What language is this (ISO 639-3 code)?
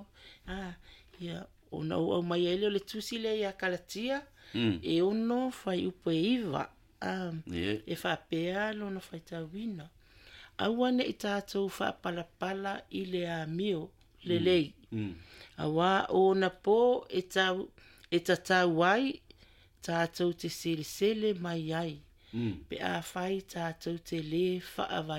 smo